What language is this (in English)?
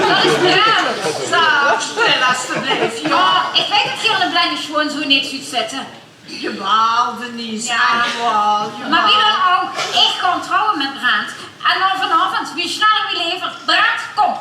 Limburgish